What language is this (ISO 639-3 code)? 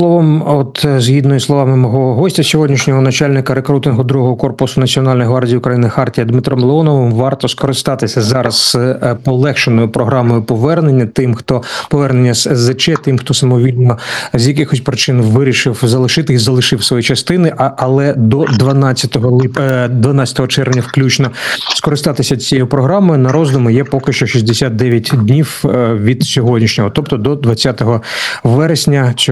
ukr